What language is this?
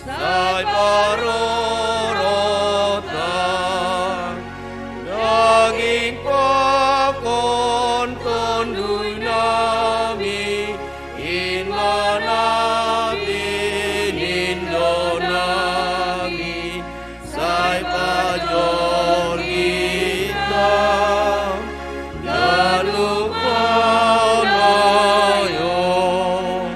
Batak Simalungun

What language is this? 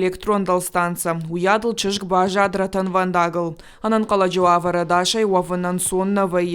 Ossetic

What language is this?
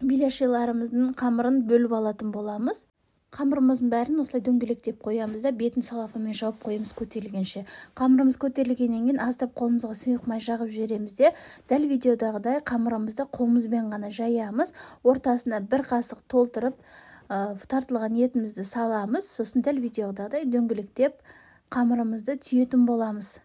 Kazakh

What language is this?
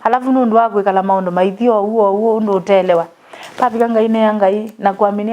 Kamba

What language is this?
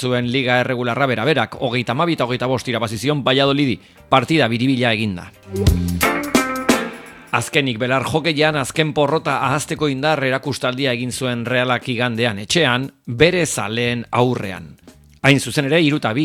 Basque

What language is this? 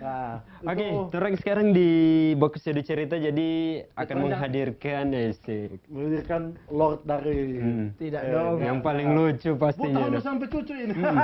Manado Malay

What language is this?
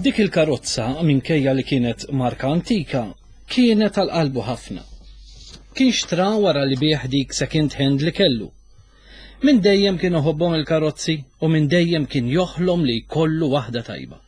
Maltese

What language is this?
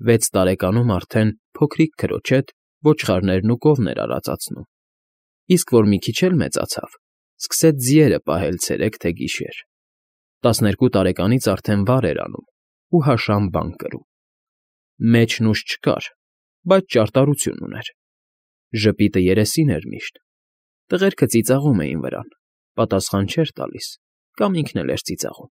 Armenian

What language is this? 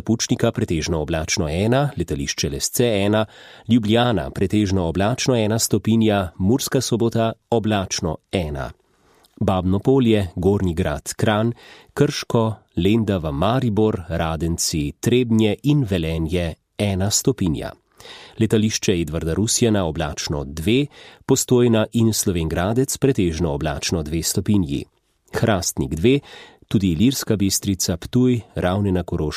Slovenian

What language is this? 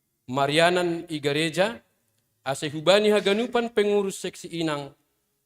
Batak Simalungun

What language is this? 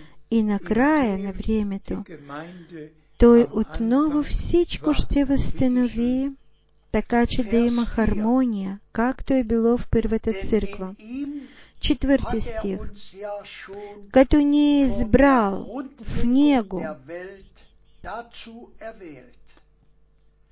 Bulgarian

